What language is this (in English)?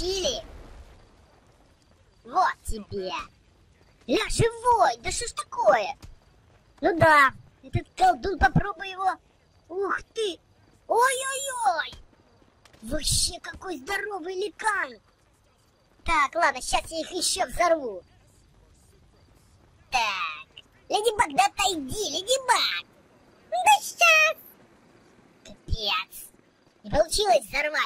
Russian